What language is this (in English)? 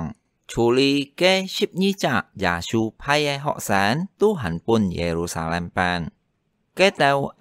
Hakka Chinese